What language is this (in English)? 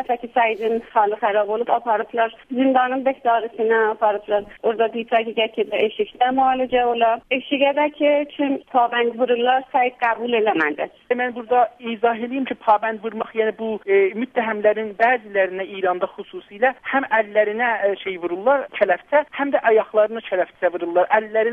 South Azerbaijani